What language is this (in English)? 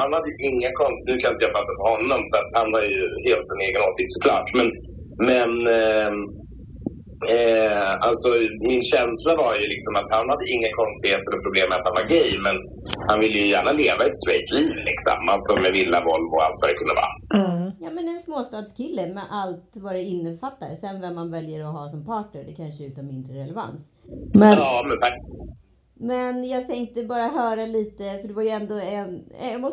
Swedish